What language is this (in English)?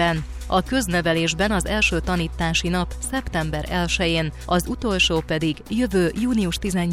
Hungarian